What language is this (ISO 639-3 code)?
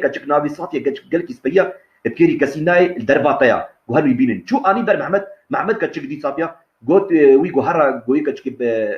kur